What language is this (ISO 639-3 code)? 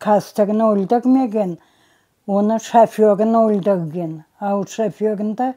crh